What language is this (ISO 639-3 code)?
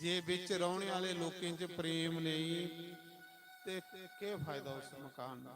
doi